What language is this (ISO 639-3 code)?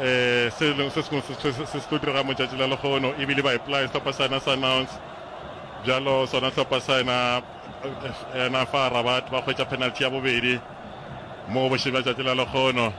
nso